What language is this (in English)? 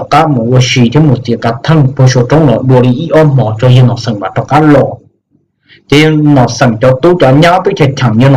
Hmong